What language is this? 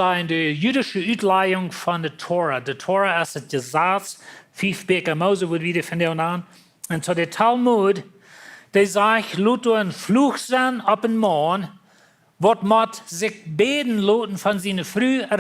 Plautdietsch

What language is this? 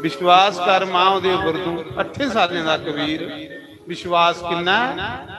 Dogri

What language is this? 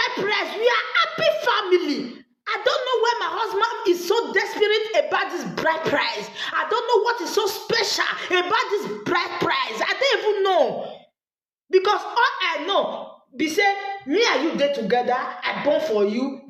Nigerian Pidgin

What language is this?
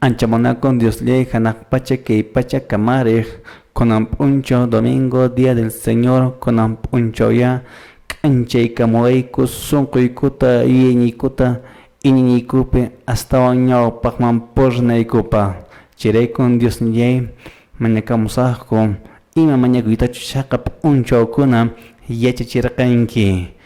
Quechua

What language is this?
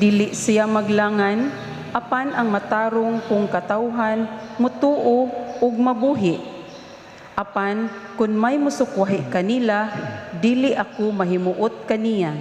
Cebuano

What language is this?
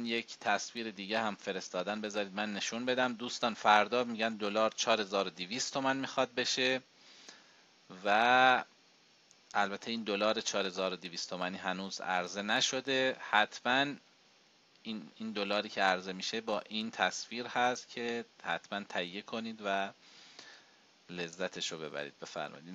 Persian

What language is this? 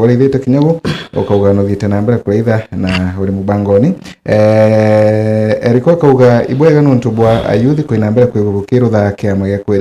Meru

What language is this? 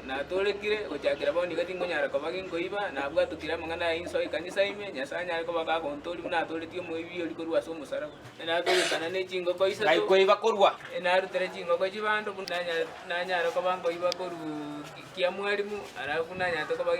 Gusii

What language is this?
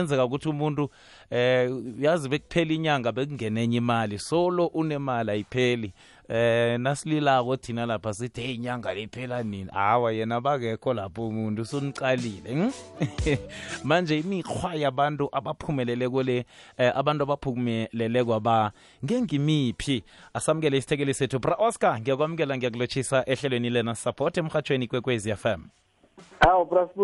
South Ndebele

